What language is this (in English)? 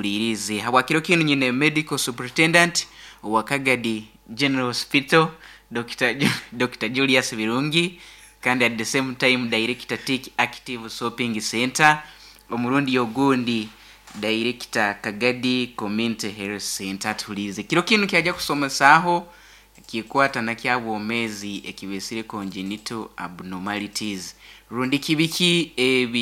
Nyoro